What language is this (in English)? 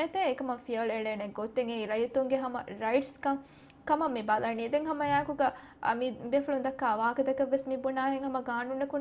Divehi